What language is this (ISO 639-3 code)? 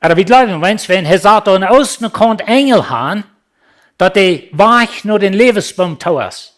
pdt